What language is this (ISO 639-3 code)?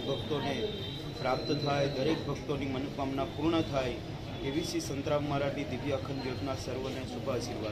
guj